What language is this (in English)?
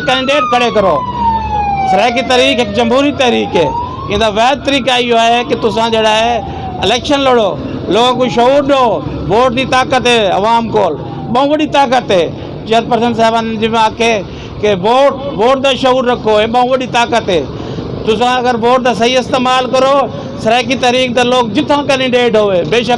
Saraiki